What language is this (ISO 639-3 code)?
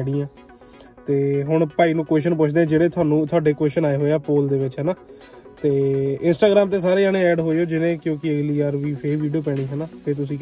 pan